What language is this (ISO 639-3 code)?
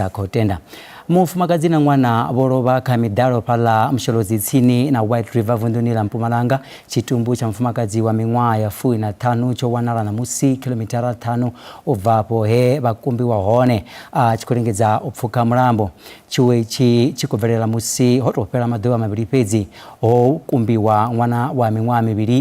ven